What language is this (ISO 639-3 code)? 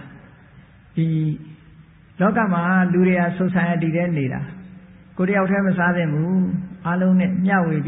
mya